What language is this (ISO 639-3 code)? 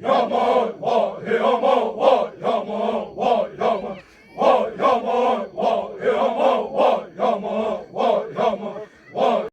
xav